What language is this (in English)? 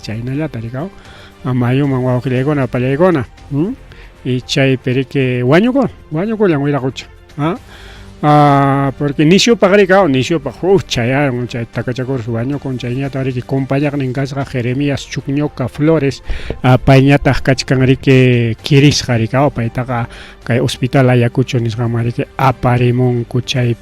Ayacucho Quechua